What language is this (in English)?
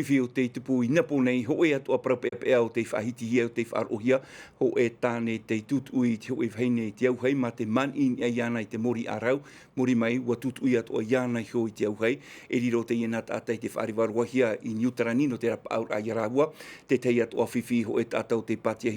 Tahitian